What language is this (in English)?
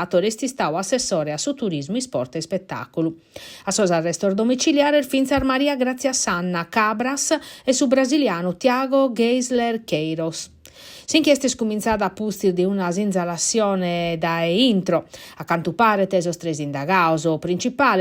Sardinian